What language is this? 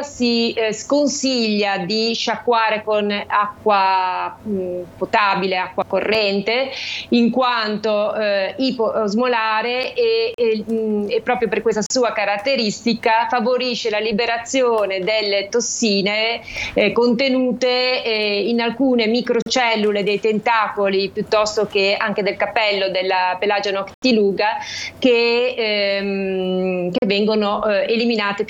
Italian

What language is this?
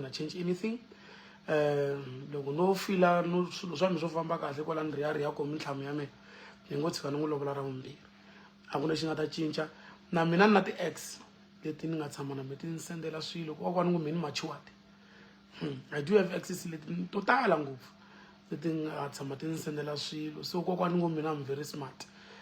Tsonga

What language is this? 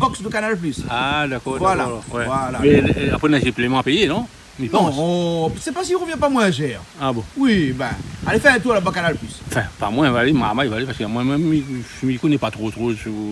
Réunion Creole French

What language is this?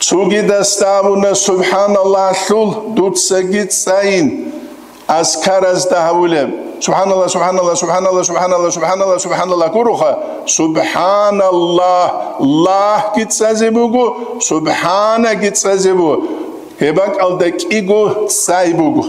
Avaric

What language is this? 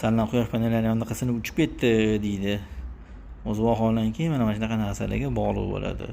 Uzbek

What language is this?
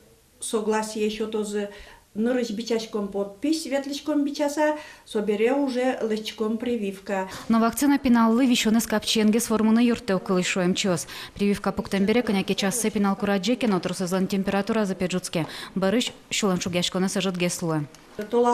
Udmurt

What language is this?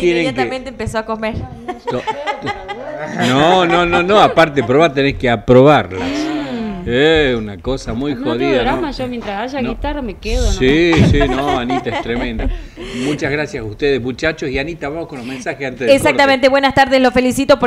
Spanish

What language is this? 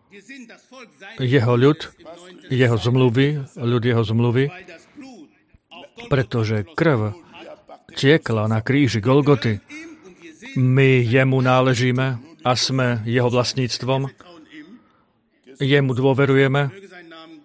Slovak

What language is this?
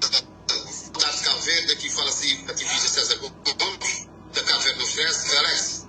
Kabuverdianu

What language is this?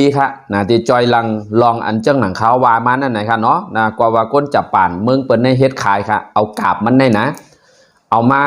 Shan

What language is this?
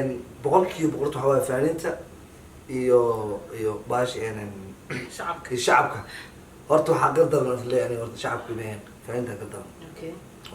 Somali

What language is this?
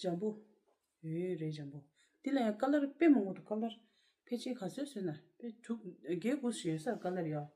Tibetan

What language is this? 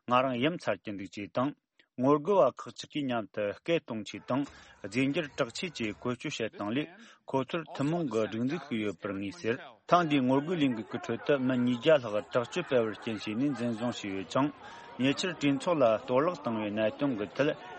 Tibetan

